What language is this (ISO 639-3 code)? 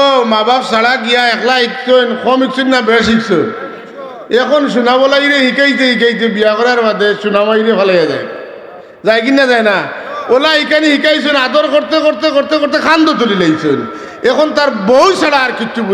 syl